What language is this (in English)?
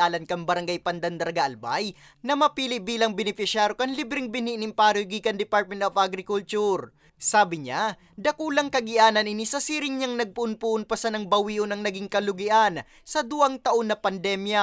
Bikol